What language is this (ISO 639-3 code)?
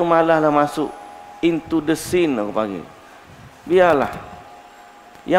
msa